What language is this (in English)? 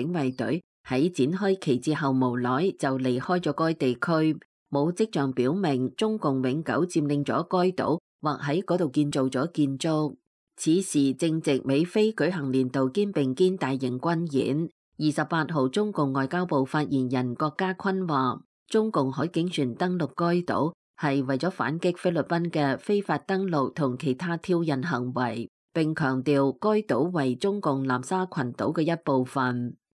Cantonese